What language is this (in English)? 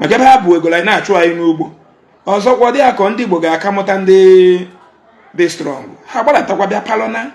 Igbo